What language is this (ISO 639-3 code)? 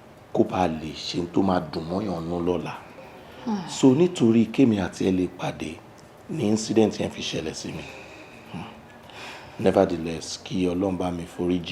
yor